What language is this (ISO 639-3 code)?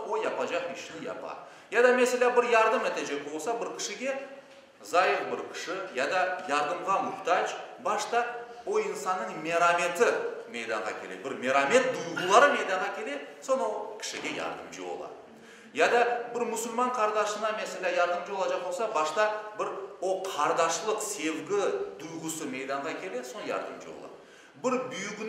crh